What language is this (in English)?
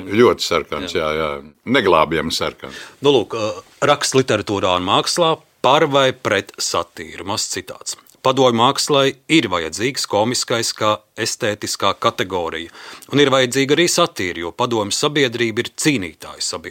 Latvian